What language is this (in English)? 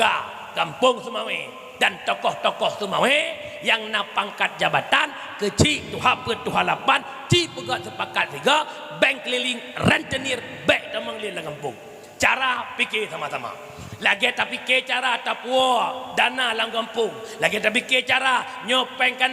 Achinese